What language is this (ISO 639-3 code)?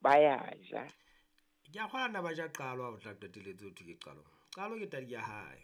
sot